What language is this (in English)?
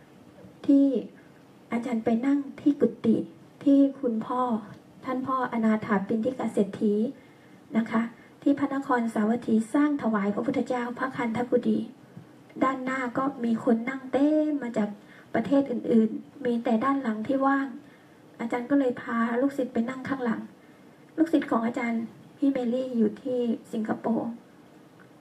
Thai